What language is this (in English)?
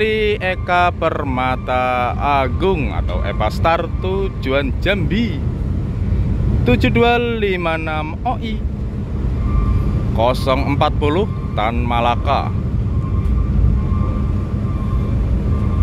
Indonesian